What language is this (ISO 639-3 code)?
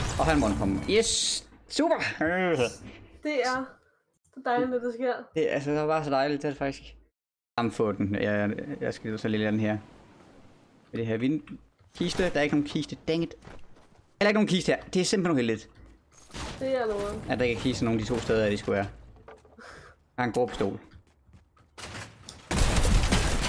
dan